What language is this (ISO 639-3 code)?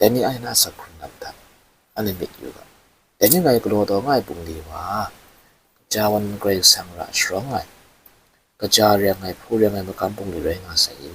kac